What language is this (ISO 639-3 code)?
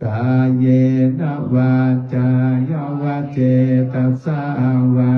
pli